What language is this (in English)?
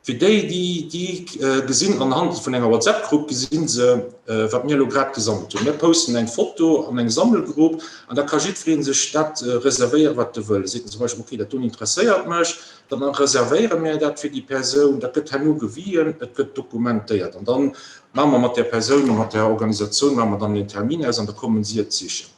Luxembourgish